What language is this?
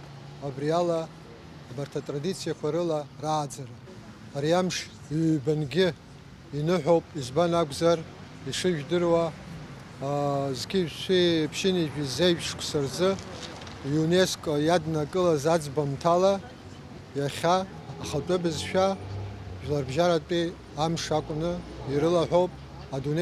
Abkhazian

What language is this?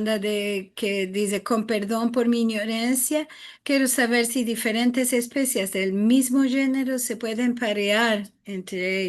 Ladino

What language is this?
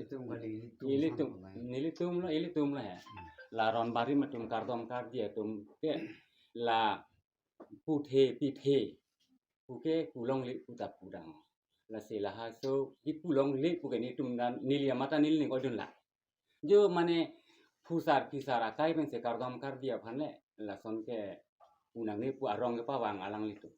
Karbi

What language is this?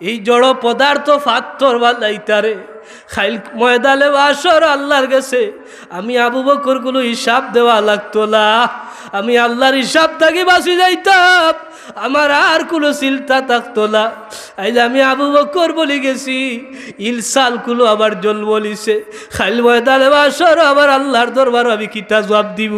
Sylheti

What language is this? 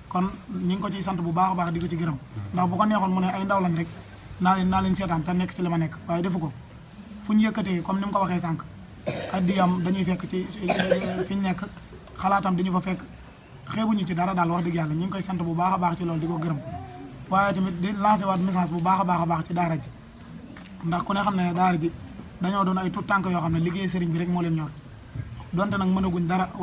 Wolof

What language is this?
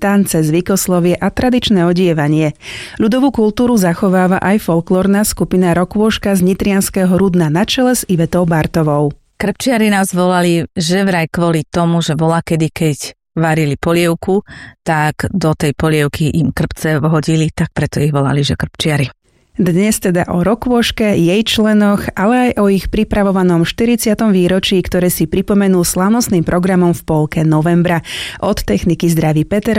Slovak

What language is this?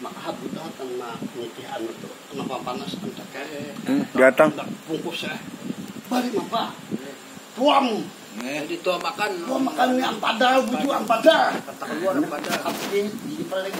Banjar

